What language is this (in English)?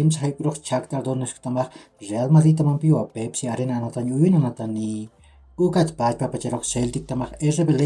Aymara